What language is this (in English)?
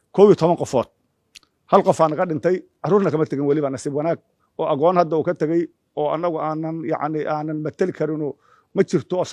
Somali